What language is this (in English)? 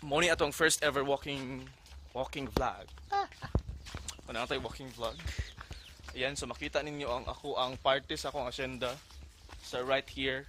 Cebuano